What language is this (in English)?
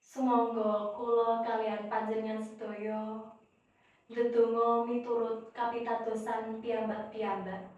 Javanese